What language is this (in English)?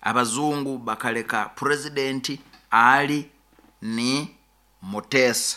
Nyoro